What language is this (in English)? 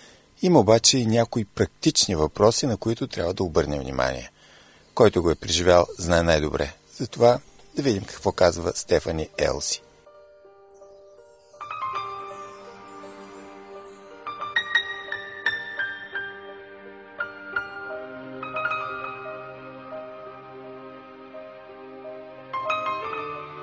Bulgarian